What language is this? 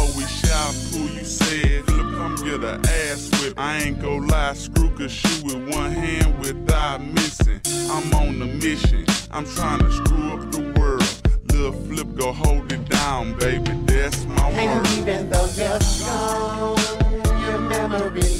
English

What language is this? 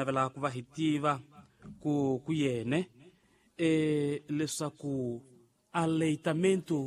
Tsonga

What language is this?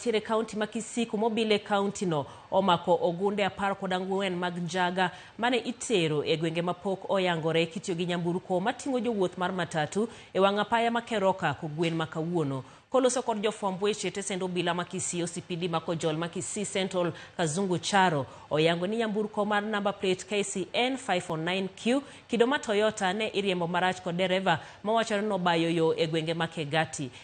Luo (Kenya and Tanzania)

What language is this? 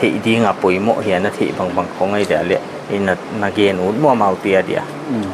Paite Chin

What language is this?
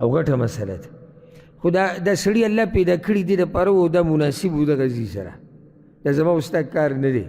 Pashto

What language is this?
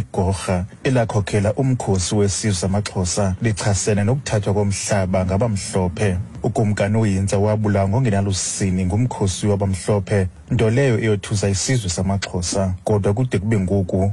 Xhosa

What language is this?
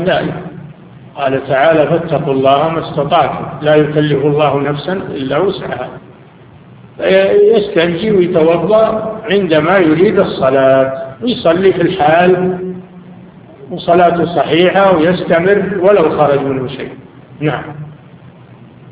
Arabic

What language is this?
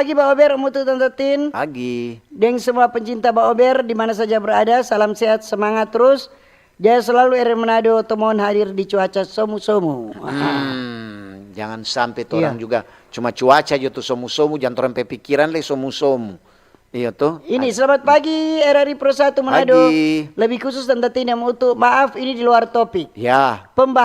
Manado Malay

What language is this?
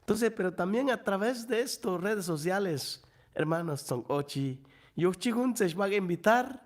Chuj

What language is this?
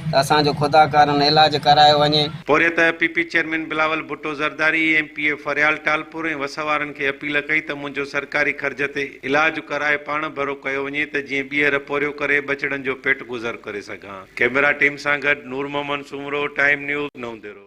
Sindhi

